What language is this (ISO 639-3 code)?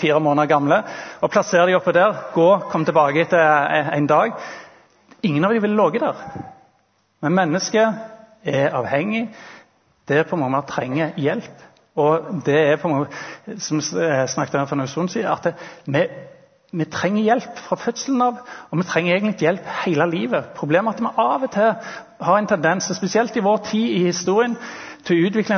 nor